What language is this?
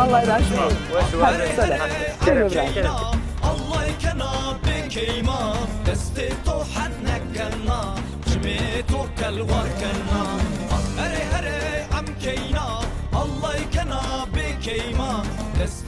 Zaza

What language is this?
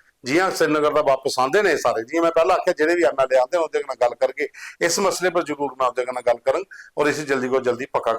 Dogri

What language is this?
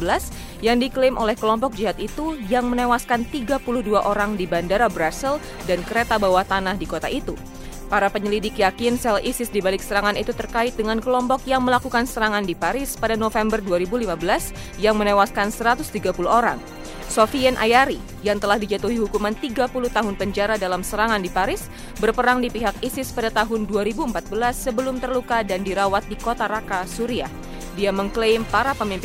Indonesian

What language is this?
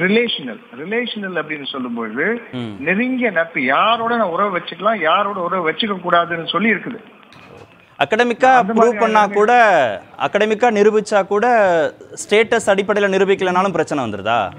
Tamil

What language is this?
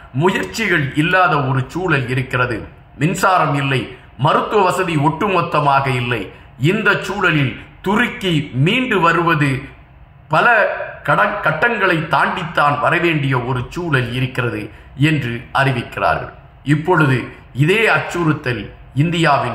Tamil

